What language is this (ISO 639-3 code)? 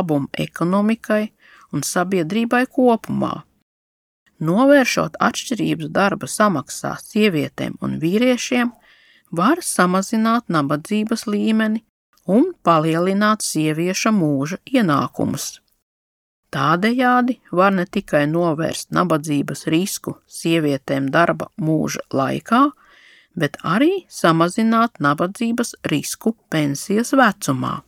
lav